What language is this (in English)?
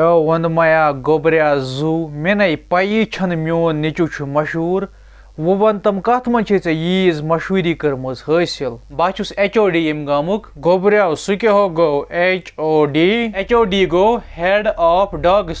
Kashmiri